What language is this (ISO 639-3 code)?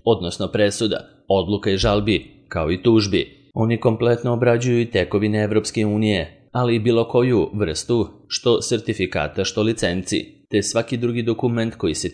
srp